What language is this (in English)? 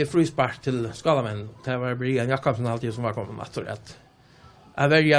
Faroese